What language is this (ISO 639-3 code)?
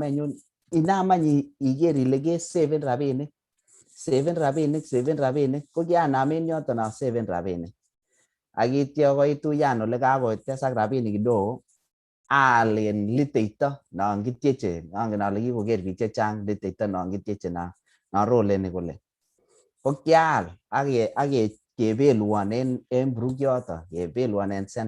kln